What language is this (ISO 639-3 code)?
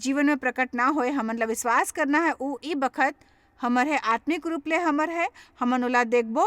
hne